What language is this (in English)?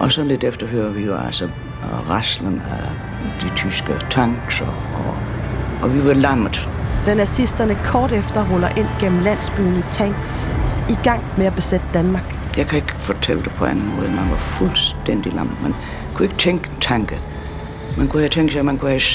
Danish